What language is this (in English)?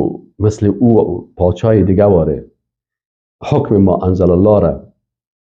Persian